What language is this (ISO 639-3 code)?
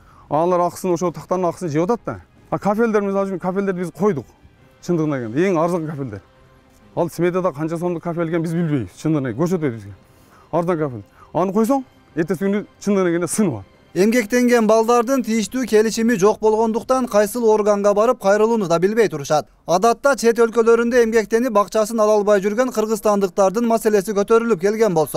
kir